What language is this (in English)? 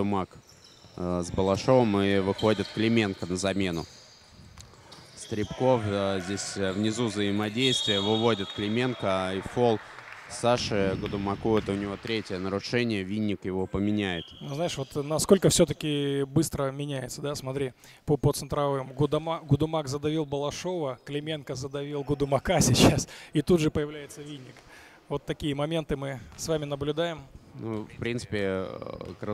Russian